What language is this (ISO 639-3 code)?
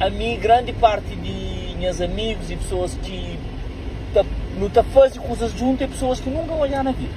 kea